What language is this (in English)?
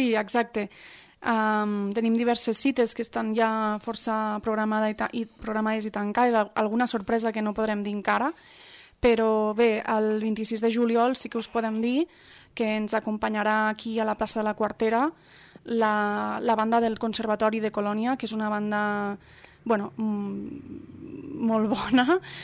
Catalan